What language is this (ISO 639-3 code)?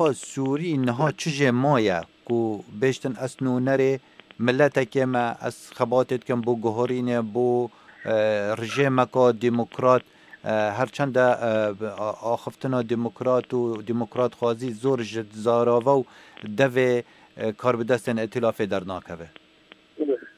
kur